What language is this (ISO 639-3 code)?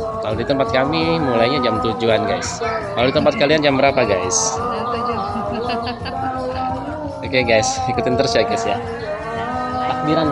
ind